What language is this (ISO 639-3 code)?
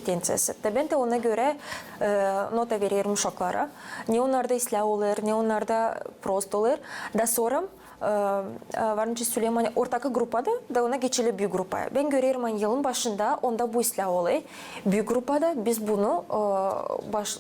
gag